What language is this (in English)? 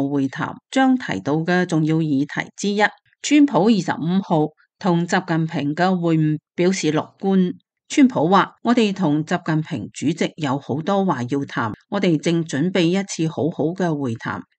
Cantonese